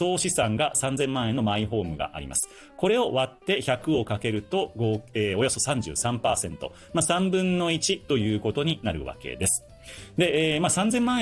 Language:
Japanese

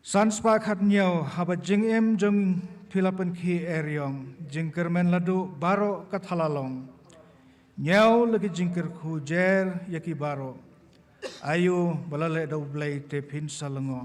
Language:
Khasi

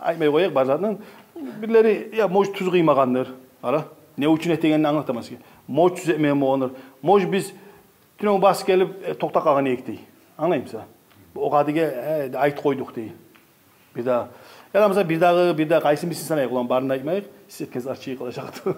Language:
Kumyk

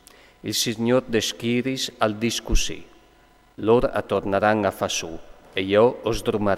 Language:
Friulian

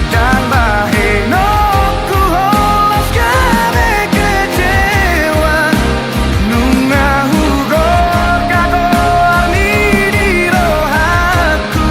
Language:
Batak Toba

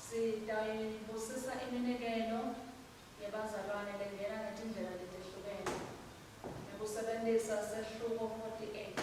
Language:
Swati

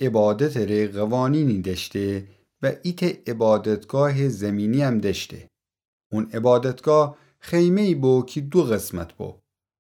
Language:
Gilaki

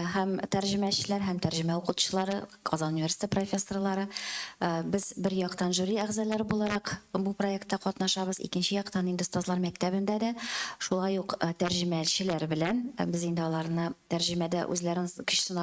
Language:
Tatar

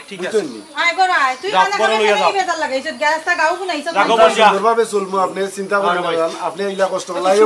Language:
Sylheti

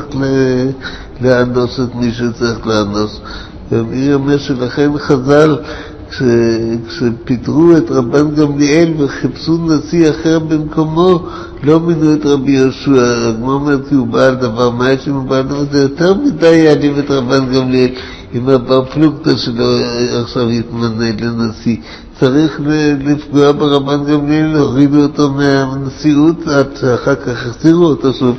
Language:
Hebrew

